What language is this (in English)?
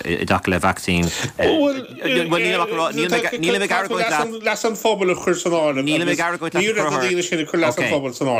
Irish